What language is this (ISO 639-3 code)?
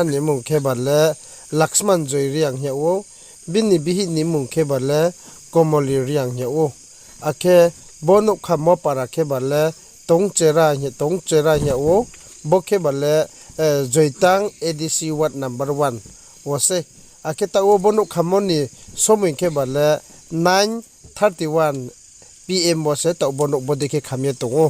ria